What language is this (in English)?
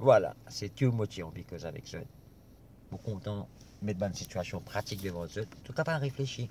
Morisyen